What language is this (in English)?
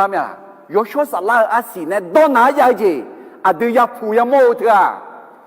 Akha